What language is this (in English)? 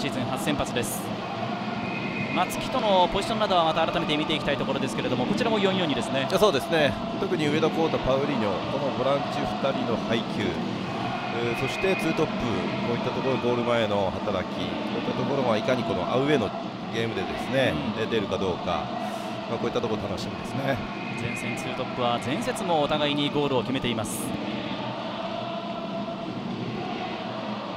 Japanese